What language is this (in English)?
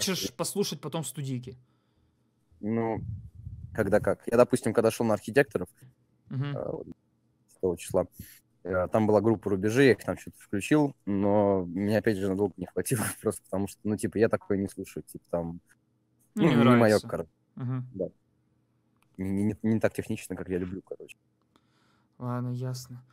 Russian